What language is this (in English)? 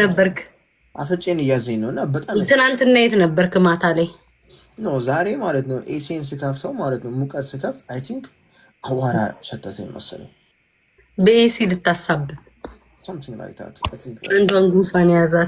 Amharic